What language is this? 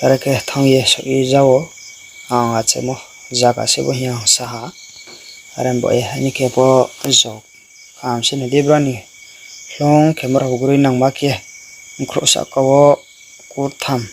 Riang (India)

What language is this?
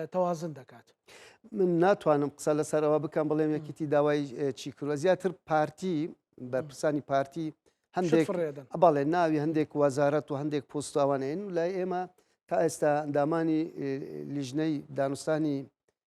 Central Kurdish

